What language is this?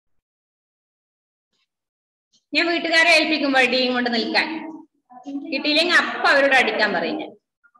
Malayalam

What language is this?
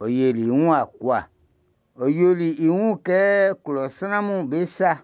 Baoulé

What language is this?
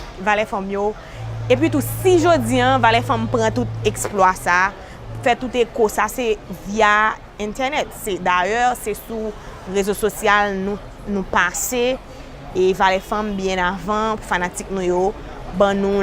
Haitian Creole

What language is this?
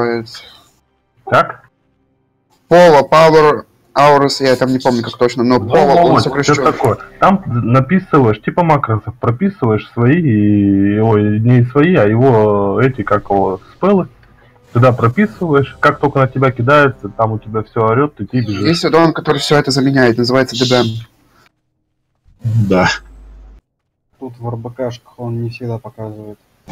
Russian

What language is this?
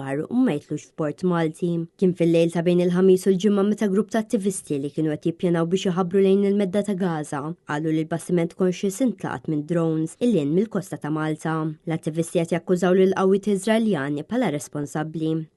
Maltese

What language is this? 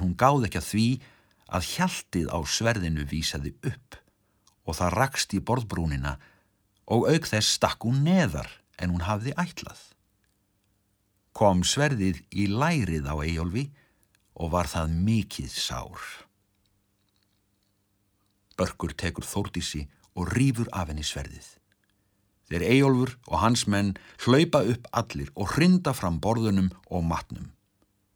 Icelandic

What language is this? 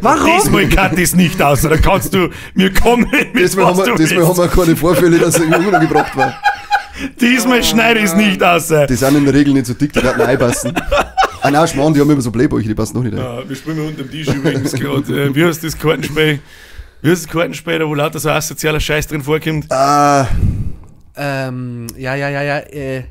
Bavarian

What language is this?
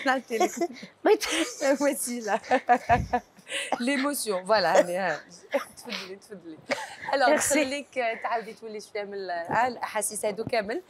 Algerian Arabic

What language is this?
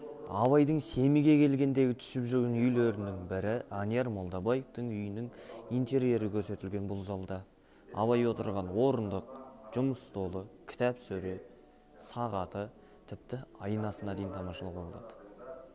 Kazakh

